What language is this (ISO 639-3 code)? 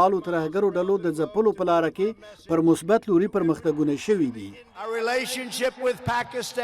pus